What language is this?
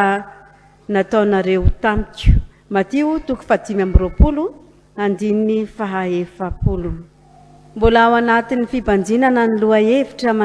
Malagasy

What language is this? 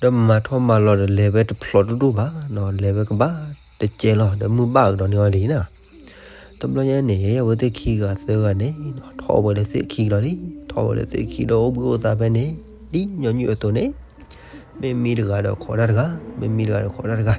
S'gaw Karen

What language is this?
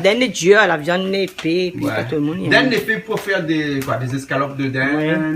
Réunion Creole French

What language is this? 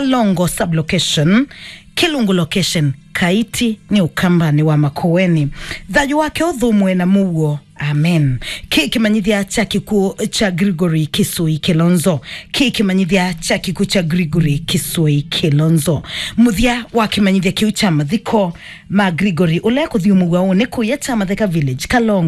Kamba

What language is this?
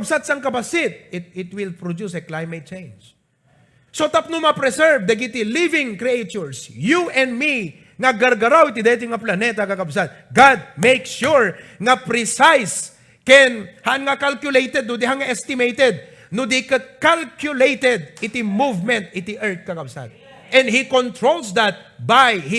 Iloko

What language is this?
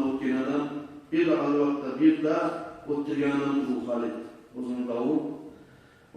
Kumyk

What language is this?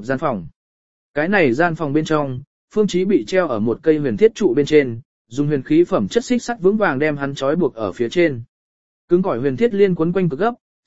Vietnamese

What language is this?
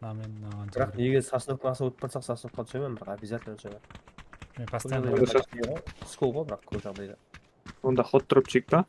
Kara-Kalpak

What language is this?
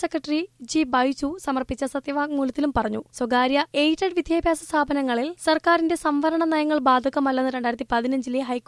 Malayalam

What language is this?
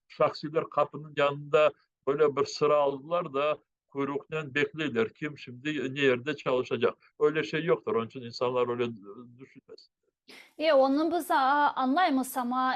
Crimean Tatar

